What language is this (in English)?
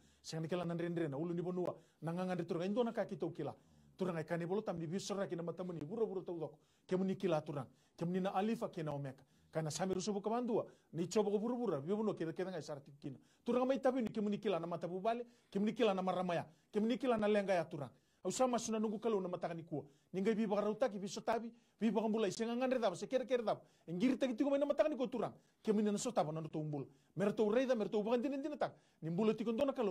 Fijian